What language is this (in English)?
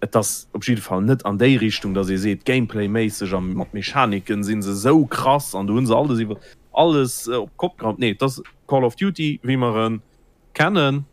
Luxembourgish